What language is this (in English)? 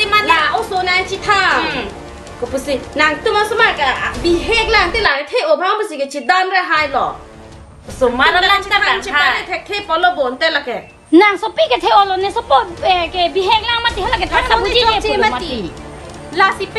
Karbi